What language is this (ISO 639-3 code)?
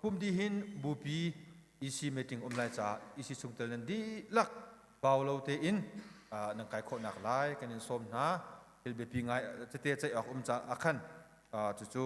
cnh